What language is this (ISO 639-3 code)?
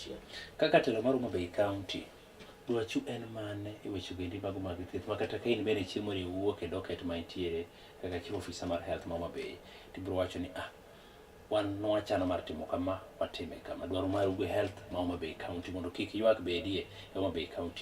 luo